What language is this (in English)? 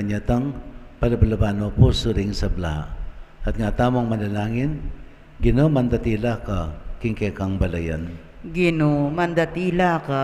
Pampanga